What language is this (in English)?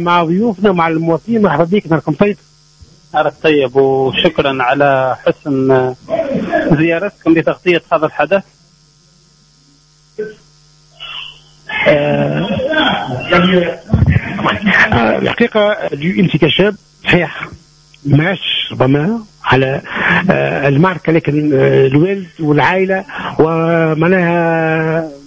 Tunisian Arabic